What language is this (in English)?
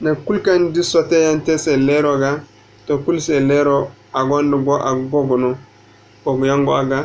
Zarma